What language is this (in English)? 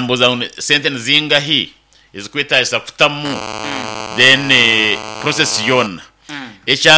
Nyankole